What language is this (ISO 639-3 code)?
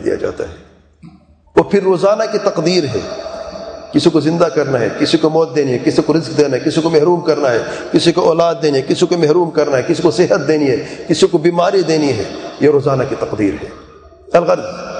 urd